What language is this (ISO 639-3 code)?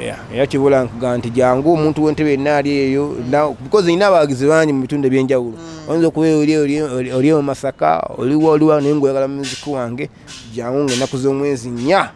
lug